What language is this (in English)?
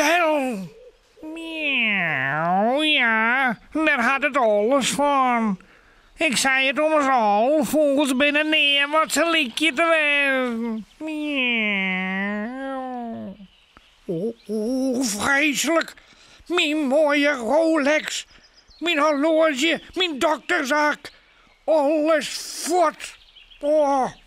Western Frisian